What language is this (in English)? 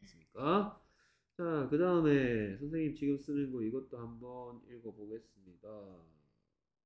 Korean